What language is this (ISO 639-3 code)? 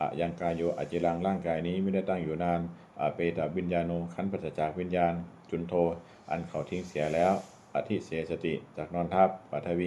pli